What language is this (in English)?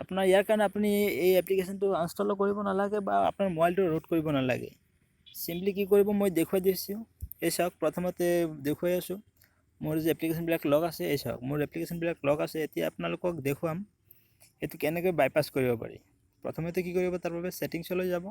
Assamese